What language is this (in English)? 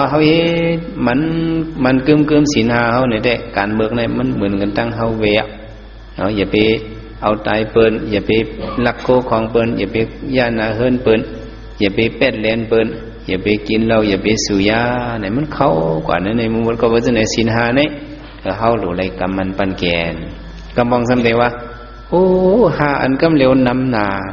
Shan